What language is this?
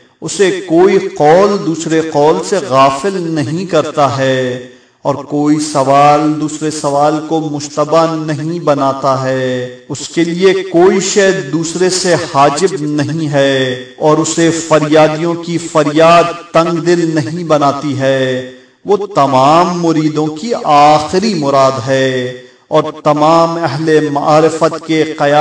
Urdu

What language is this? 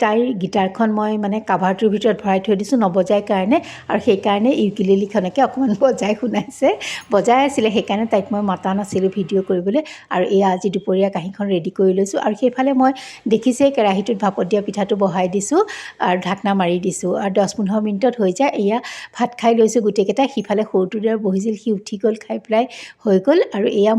Assamese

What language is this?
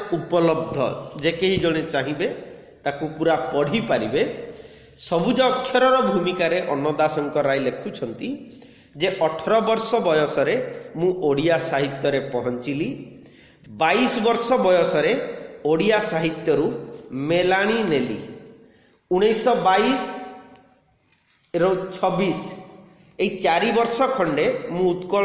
Odia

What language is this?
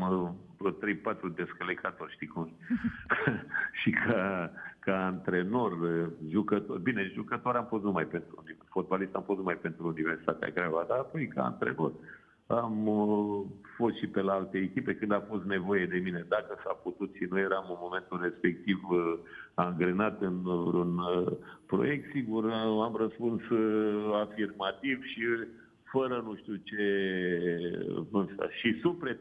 Romanian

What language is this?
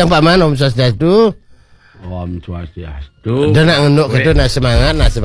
Balinese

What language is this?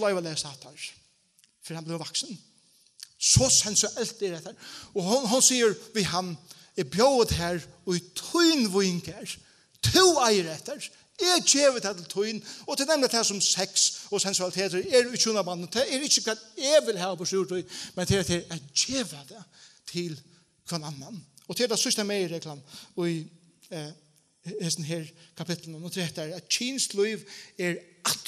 Faroese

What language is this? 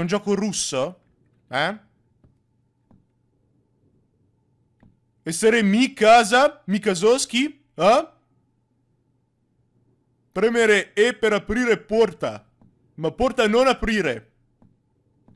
Italian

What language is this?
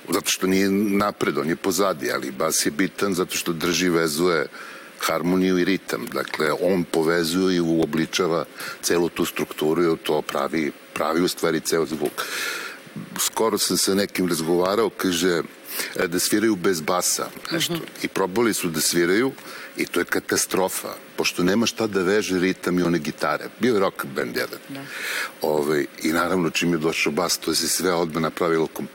Serbian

